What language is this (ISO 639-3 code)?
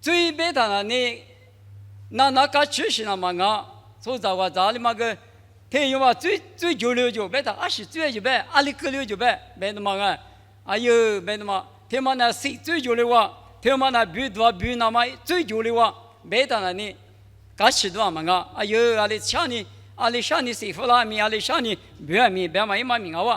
lis